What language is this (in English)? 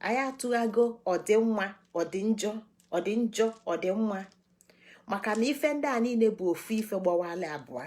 Igbo